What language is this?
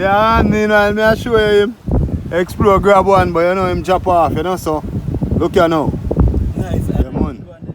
Jamaican Creole English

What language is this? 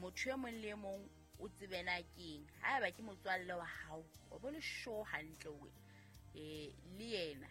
Southern Sotho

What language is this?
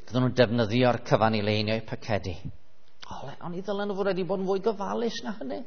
Welsh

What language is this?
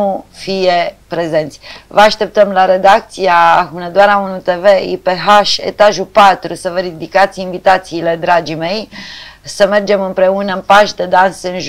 Romanian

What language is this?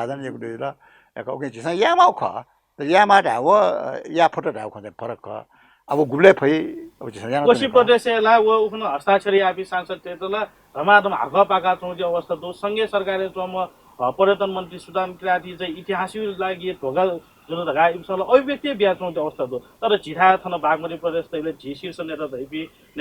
Newari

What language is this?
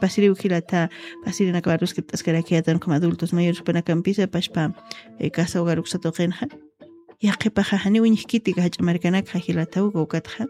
Aymara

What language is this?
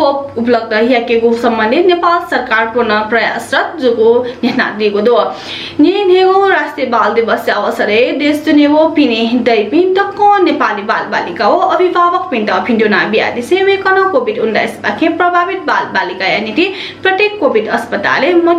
Newari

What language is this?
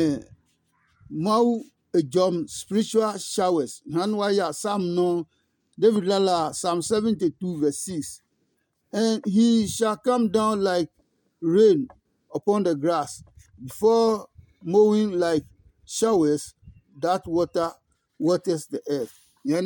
Adangme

